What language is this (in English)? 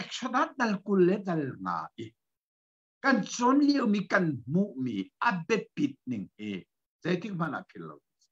Hakha Chin